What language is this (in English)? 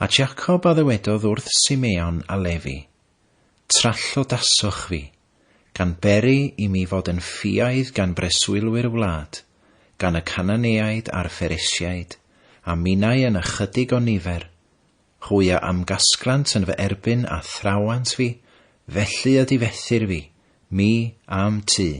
Welsh